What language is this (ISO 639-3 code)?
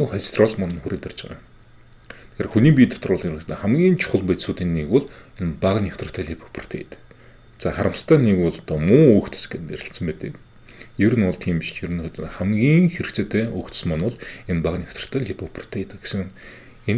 mon